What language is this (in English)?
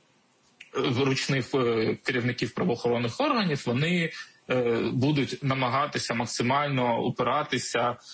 Ukrainian